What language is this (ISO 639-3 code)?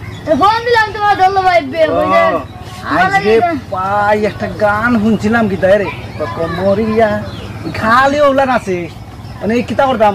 syl